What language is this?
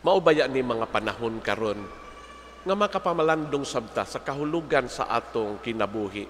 Cebuano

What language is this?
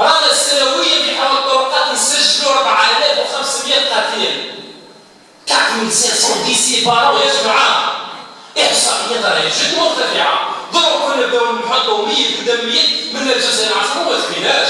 Algerian Arabic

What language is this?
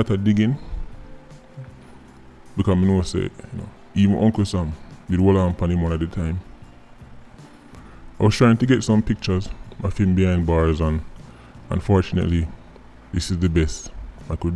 Jamaican Creole English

